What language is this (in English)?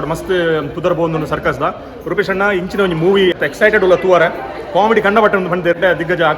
Tulu